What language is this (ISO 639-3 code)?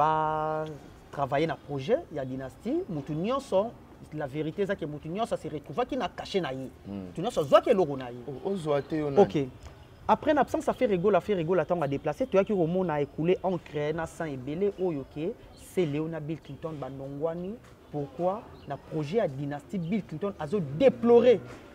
lin